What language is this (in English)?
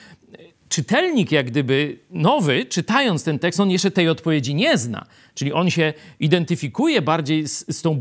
Polish